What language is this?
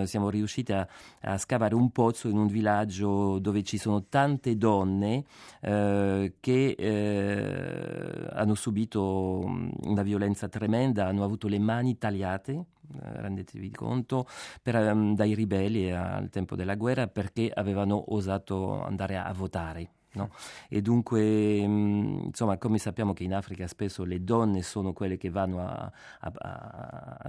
Italian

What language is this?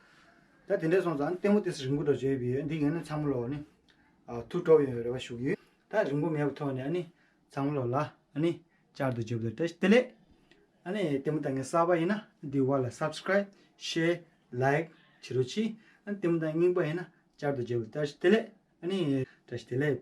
Tibetan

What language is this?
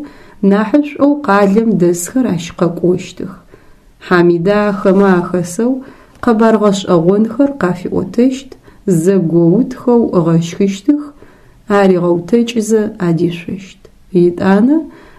Adyghe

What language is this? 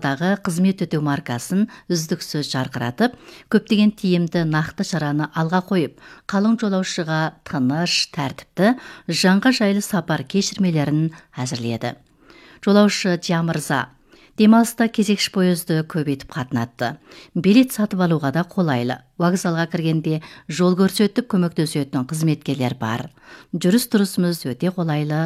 Kazakh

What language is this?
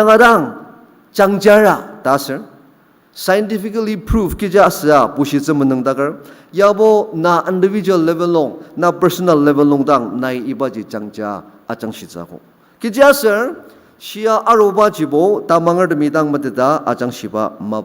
Ao Naga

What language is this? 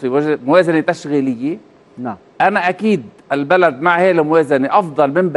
Arabic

